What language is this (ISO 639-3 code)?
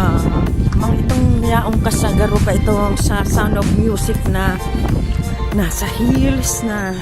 bik